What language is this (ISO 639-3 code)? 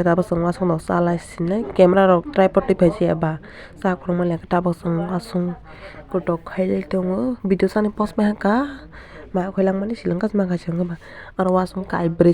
trp